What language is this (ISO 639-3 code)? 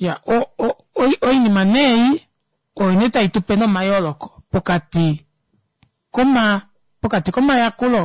kua